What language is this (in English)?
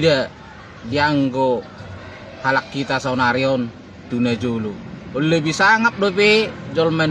Batak Toba